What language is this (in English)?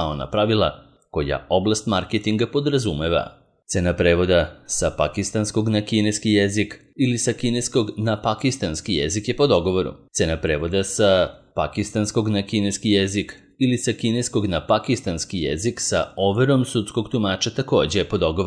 Serbian